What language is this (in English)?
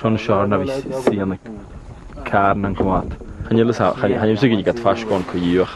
Scottish Gaelic